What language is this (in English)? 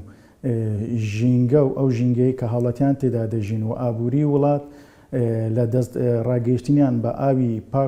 Central Kurdish